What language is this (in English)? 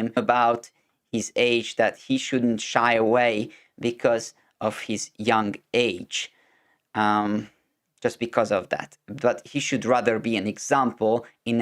English